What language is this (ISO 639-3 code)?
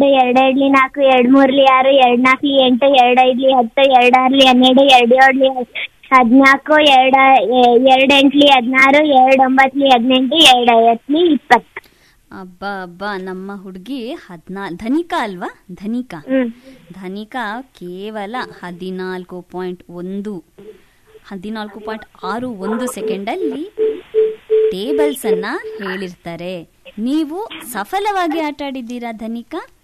kan